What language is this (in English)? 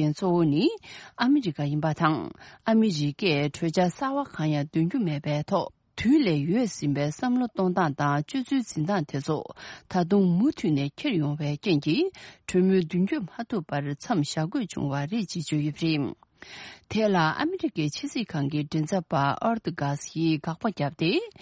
Tibetan